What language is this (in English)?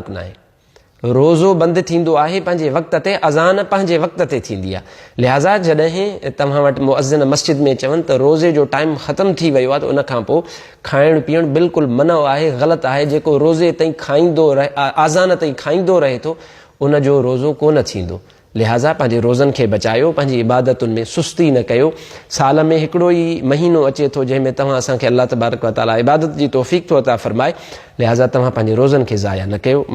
Sindhi